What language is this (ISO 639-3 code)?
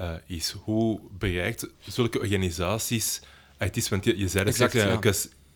nld